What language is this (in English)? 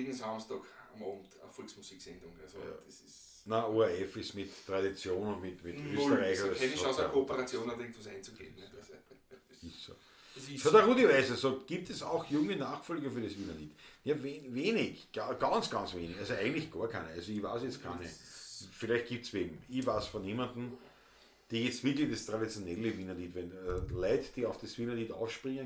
Bavarian